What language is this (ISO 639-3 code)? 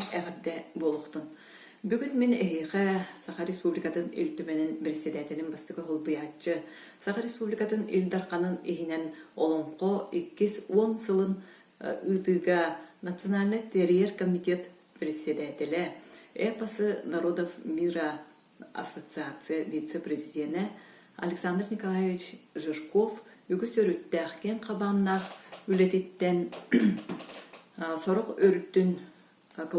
sah